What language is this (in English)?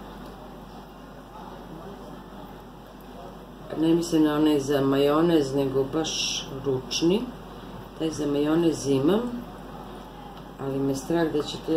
Serbian